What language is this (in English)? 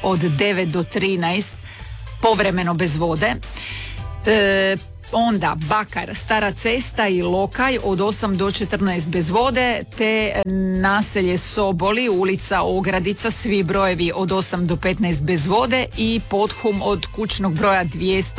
Croatian